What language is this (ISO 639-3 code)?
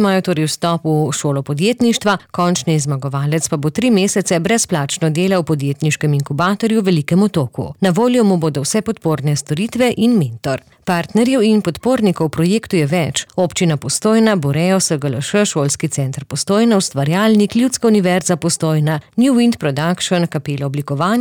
slv